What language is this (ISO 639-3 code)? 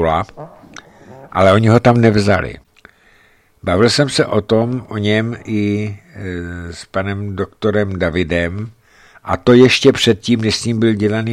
ces